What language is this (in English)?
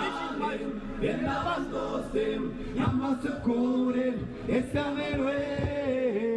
Occitan